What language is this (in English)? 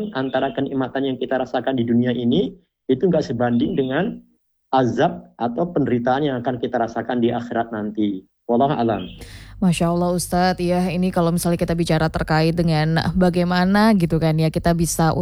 Indonesian